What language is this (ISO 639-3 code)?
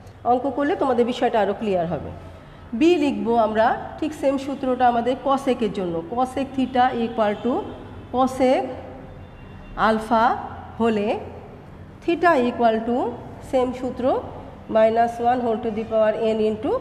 ben